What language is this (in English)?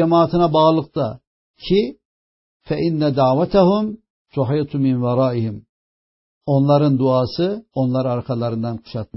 Turkish